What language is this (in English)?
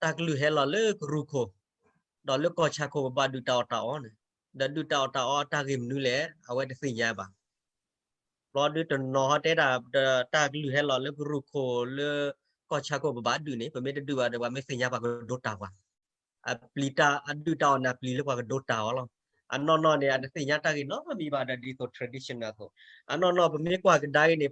S'gaw Karen